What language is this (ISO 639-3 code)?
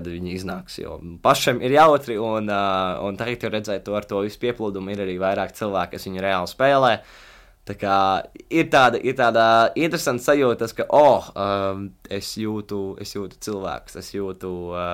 lav